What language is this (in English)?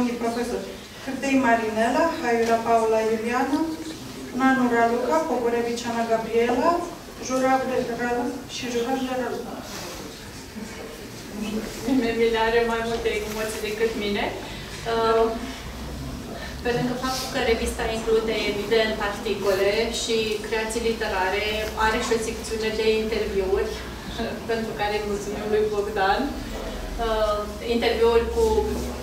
Romanian